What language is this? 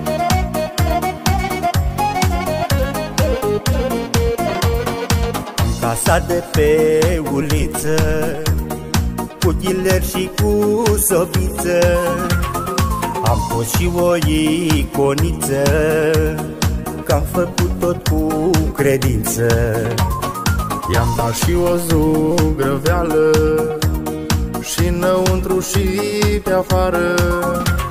Romanian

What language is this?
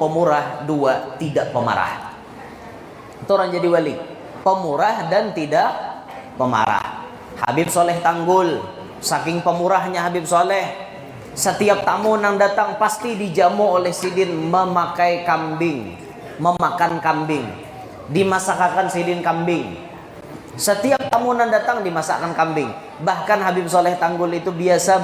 Banjar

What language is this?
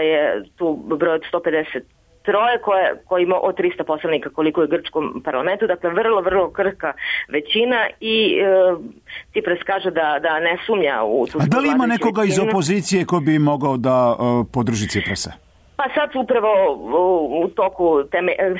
Serbian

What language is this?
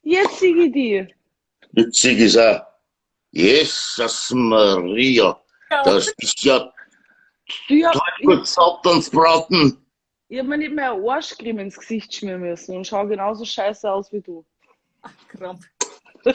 Bavarian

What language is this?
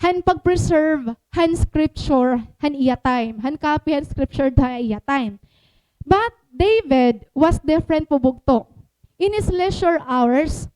Waray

